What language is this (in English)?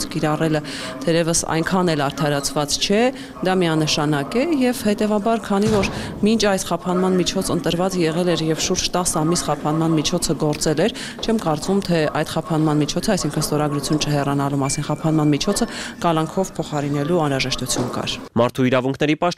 Armenian